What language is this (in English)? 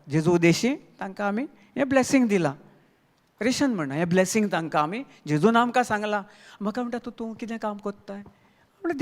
Konkani